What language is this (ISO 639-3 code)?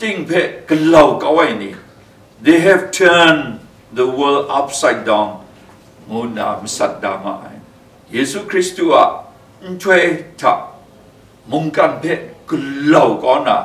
kac